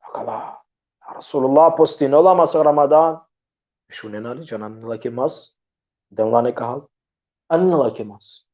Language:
Balkan Romani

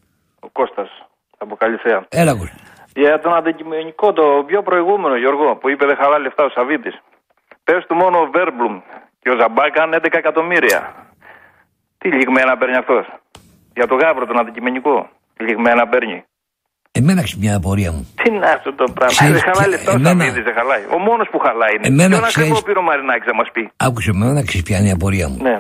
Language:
Greek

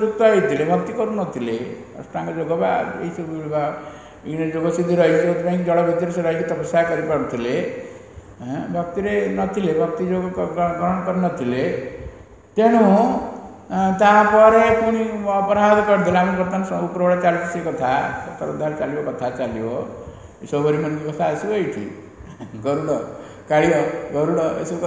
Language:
Odia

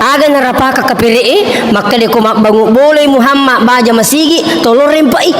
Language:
Buginese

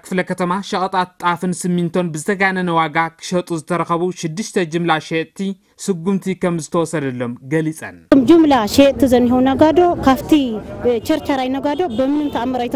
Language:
Tigrinya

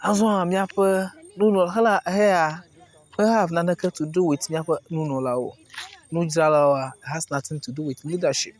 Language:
Ewe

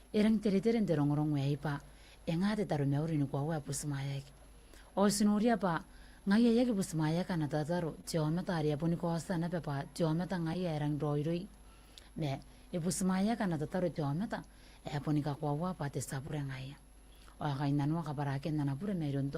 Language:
Gilbertese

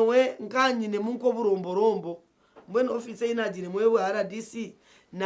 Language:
Nyankole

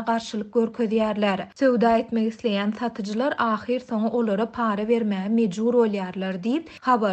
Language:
Turkmen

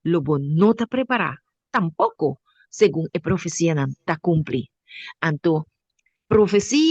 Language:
Papiamento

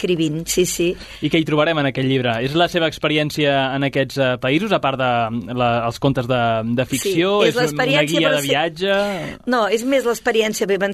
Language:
Catalan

